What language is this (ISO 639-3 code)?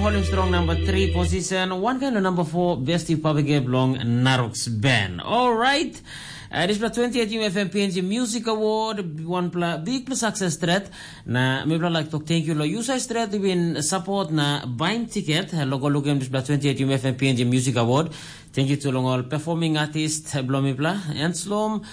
tpi